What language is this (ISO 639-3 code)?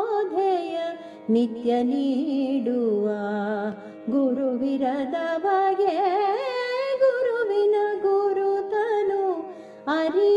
kan